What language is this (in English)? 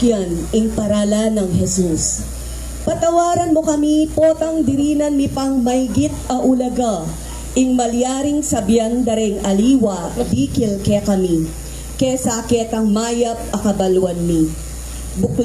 Pampanga